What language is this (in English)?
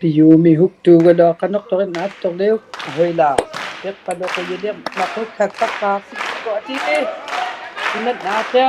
Inuktitut